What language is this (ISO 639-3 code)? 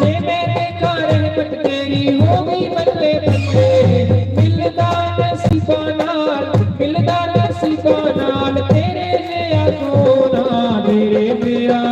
doi